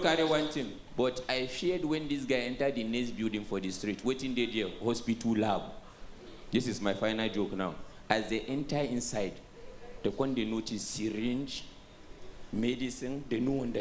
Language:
Nigerian Pidgin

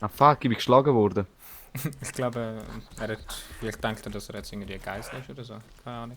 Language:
Swiss German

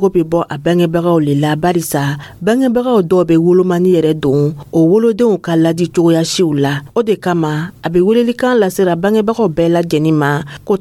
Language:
Dyula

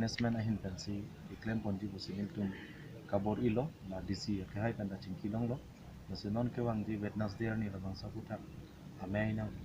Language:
Karbi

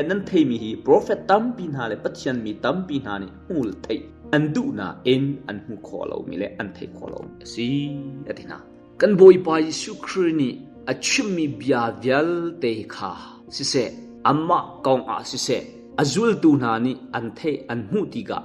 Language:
Hakha Chin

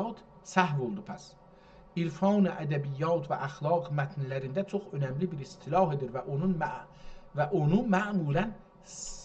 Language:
South Azerbaijani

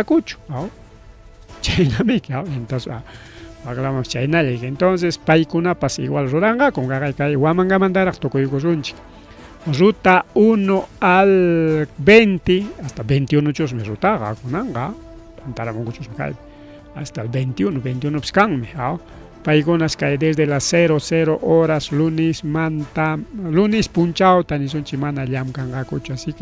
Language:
Ayacucho Quechua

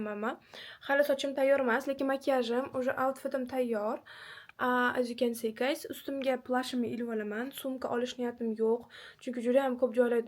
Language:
Uzbek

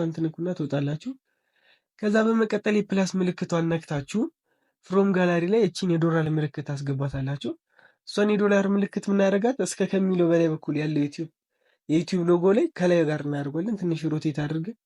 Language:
Amharic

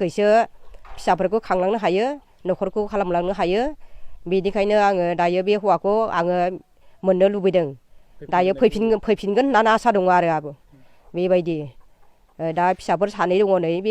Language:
Bodo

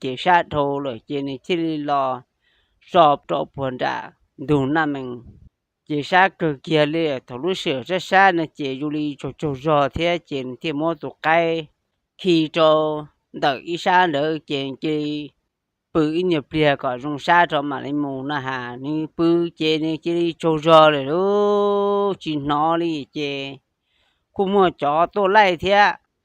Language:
Hmong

